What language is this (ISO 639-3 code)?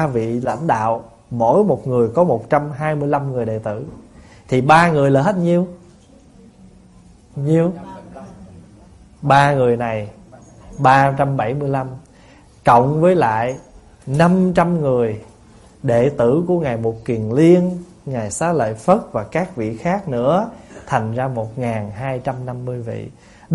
vie